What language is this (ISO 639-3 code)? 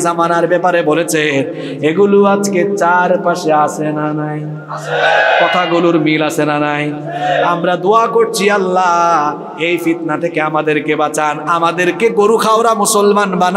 ben